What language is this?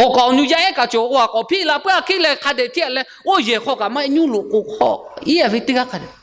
Lahu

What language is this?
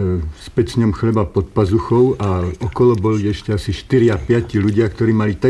Slovak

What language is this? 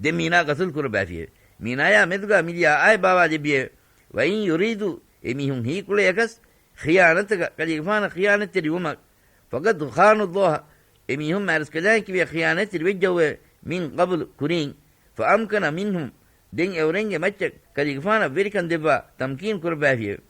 Divehi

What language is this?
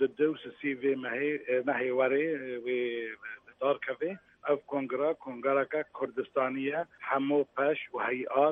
Kurdish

